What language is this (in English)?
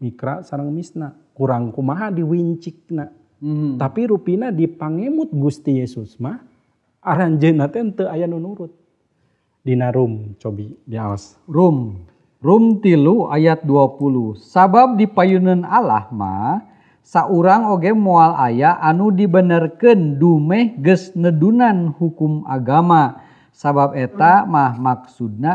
Sundanese